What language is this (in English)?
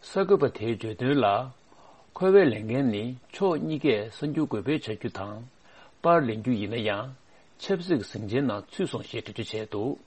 Tibetan